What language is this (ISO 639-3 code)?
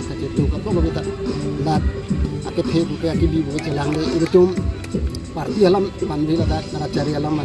mjw